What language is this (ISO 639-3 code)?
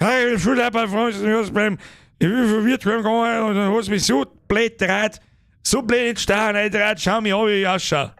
bar